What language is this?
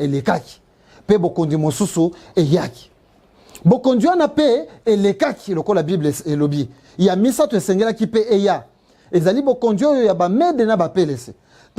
Lingala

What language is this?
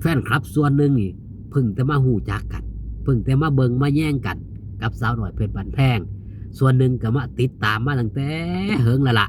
Northeastern Thai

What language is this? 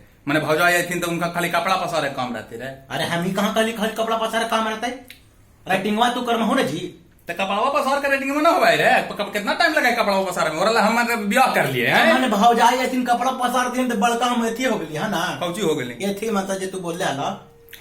Magahi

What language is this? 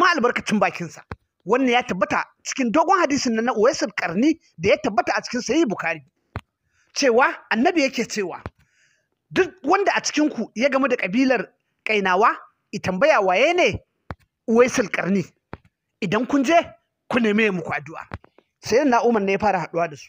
Hausa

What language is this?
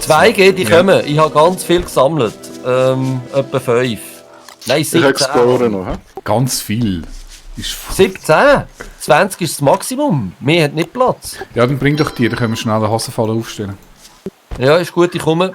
Swiss German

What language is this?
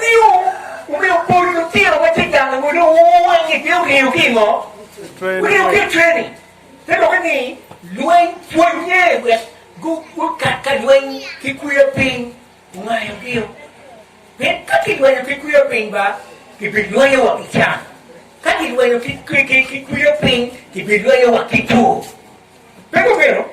Acoli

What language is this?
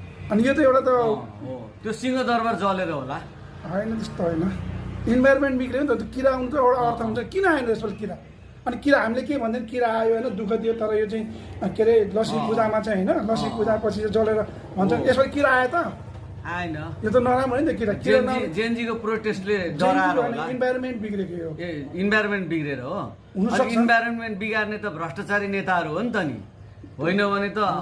Nepali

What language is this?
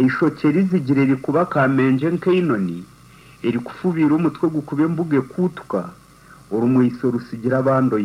Nyankole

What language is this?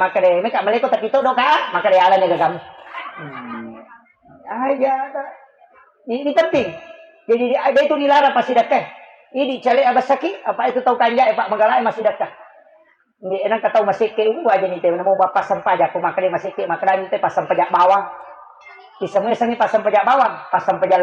Buginese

